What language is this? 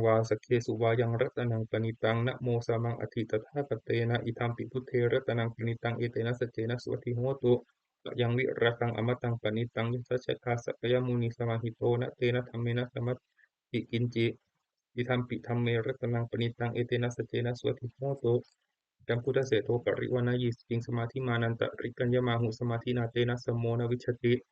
Pali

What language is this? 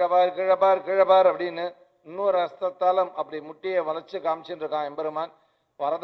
Tamil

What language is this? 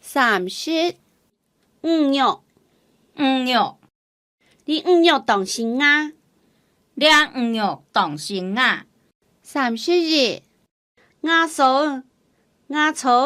Hakka Chinese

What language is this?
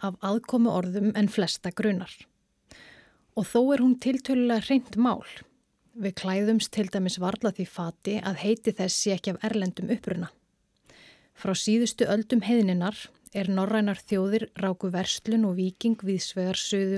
Icelandic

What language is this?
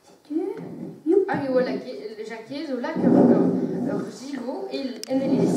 Breton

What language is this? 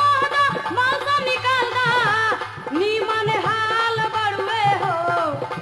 Bhojpuri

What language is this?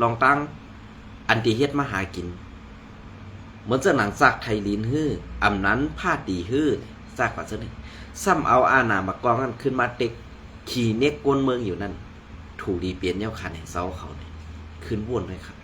Shan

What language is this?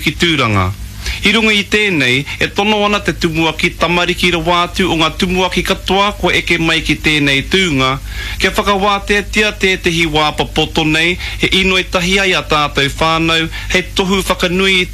Māori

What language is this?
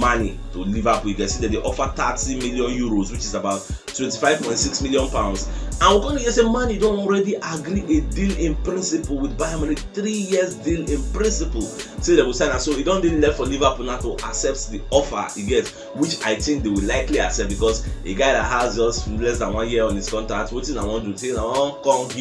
Nigerian Pidgin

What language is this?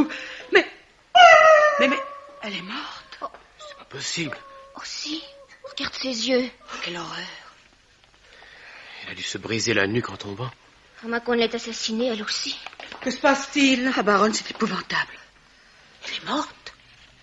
French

